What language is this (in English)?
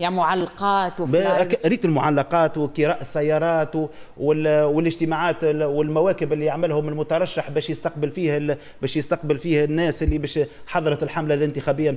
Tunisian Arabic